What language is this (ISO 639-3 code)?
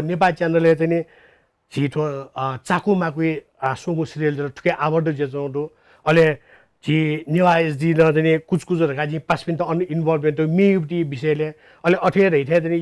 new